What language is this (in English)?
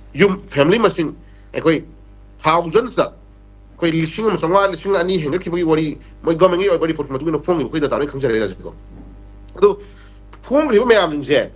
Manipuri